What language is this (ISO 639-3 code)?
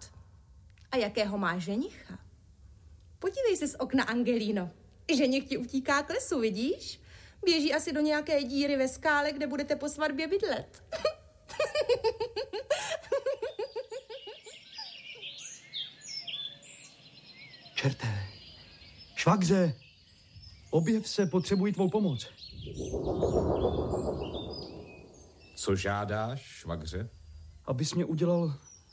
ces